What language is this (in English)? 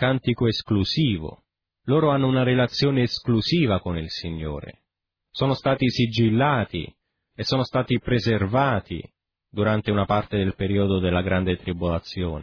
Italian